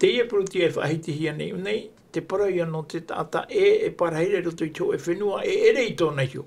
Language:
Tahitian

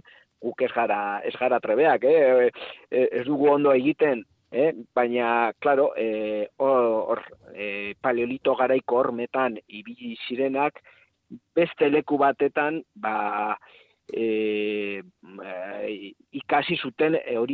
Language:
Basque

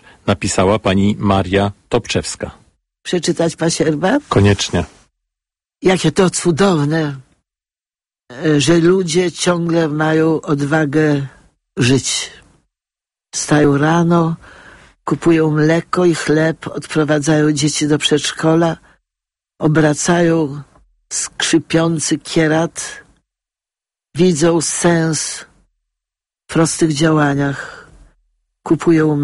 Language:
Polish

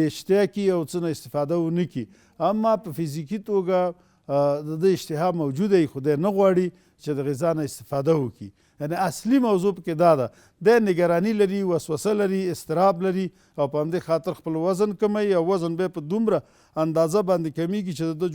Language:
Pashto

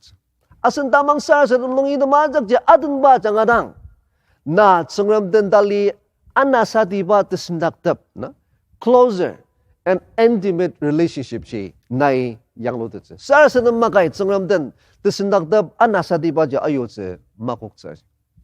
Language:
Ao Naga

